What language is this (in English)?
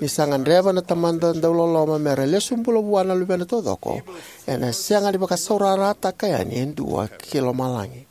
Fijian